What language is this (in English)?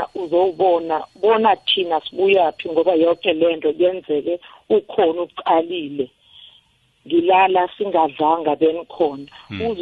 South Ndebele